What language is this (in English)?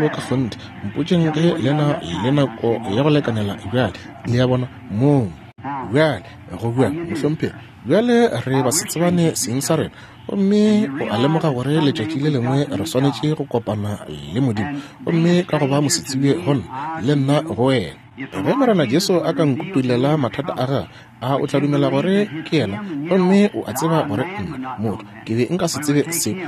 Northern Sotho